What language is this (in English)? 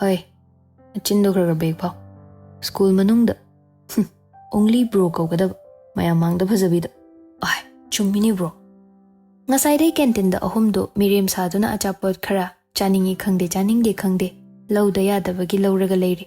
Manipuri